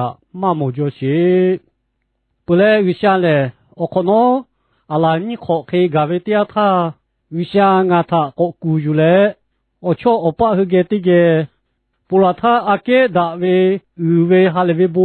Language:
Lahu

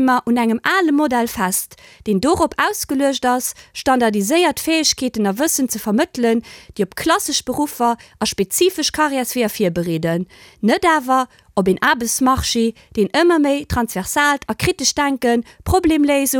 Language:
Luxembourgish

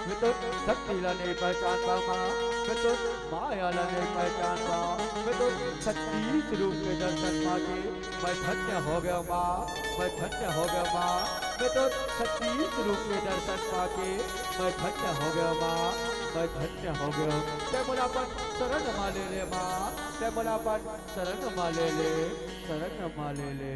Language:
Chhattisgarhi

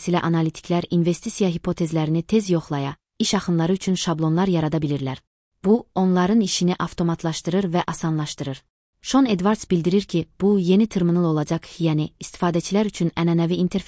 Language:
Azerbaijani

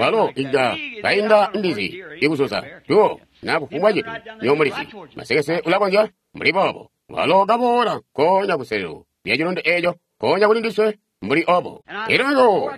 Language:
Tonga (Zambia)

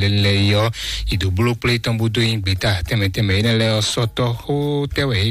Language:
Fon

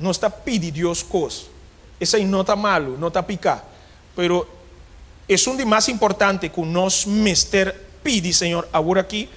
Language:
Papiamento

